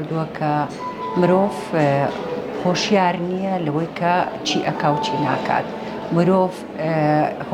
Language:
Central Kurdish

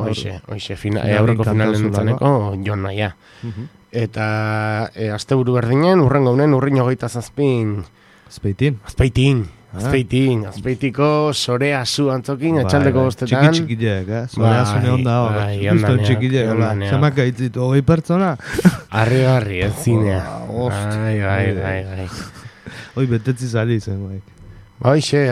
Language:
Basque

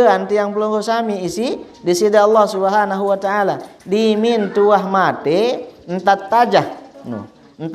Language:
Sasak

